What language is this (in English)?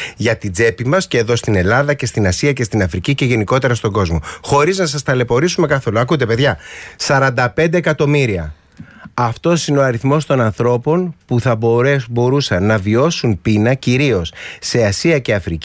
Greek